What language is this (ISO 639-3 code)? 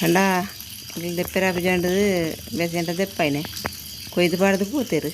tcy